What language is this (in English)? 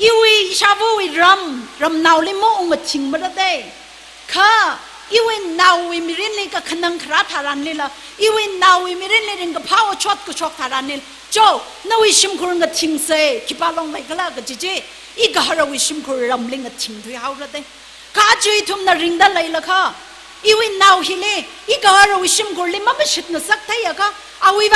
Tangkhul Naga (India)